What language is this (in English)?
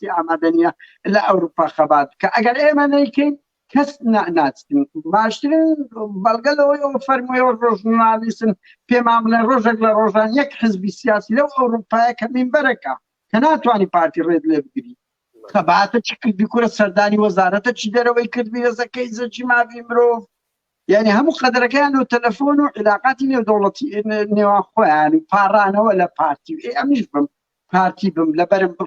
Central Kurdish